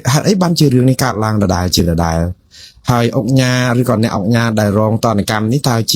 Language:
Khmer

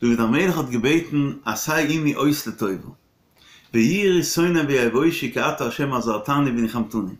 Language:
Yiddish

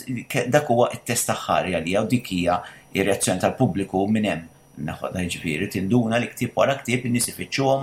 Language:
Maltese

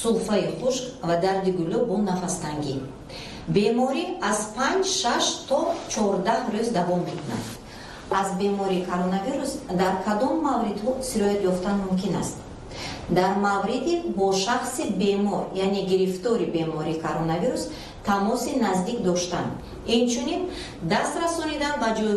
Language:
Tajik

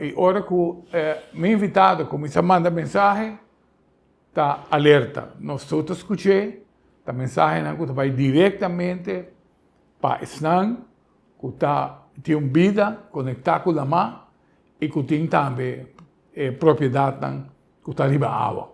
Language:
Papiamento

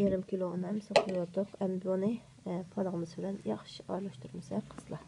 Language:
Uyghur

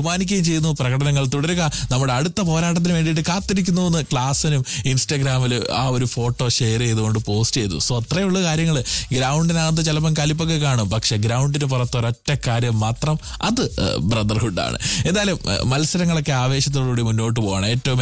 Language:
Malayalam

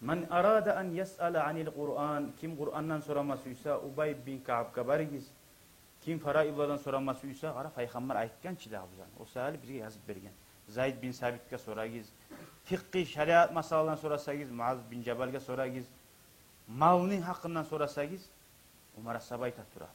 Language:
Kumyk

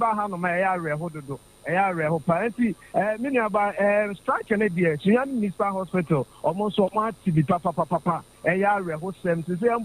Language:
Akan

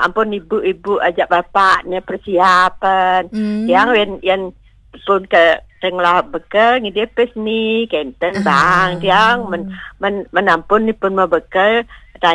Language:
Balinese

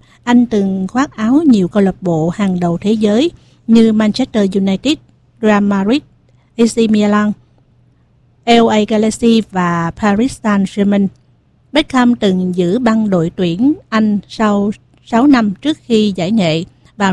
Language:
Vietnamese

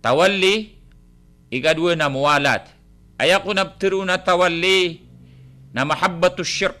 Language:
Maranao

